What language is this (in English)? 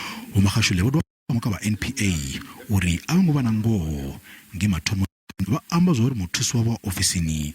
Venda